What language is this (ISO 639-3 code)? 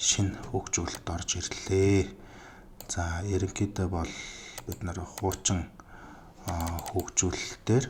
mon